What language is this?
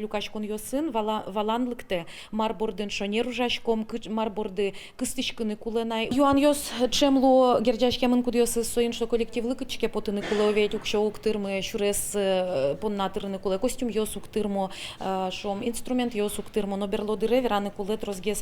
Udmurt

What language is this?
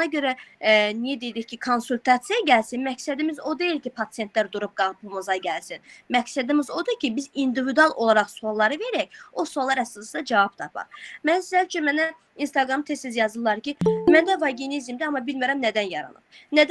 Azerbaijani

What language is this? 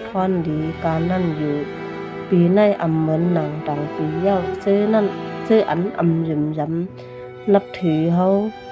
Shan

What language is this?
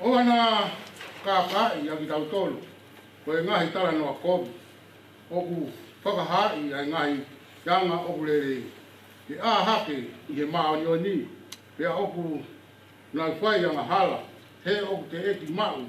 Tongan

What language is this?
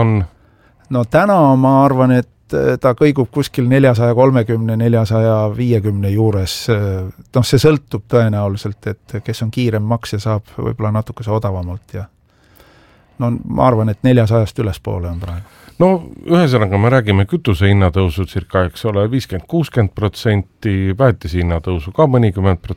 Estonian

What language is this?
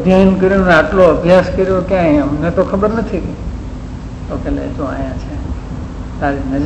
Gujarati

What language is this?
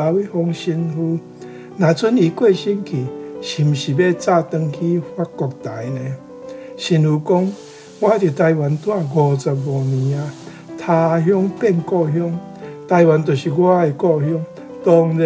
Min Nan Chinese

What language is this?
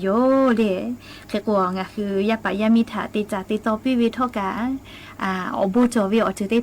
Lahu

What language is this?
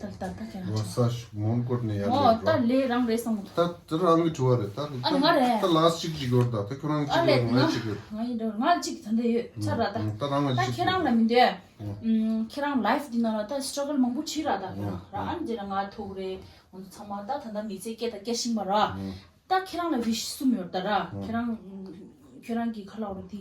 Tibetan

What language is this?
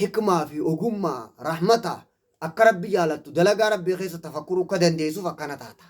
Oromo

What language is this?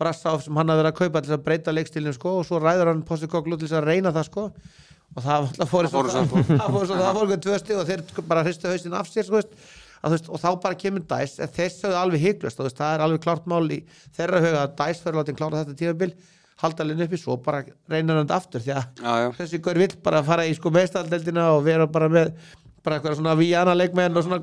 Icelandic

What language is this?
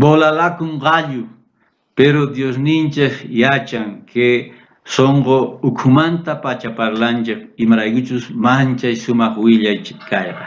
South Bolivian Quechua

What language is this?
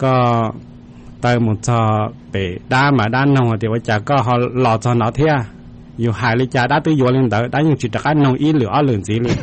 Hmong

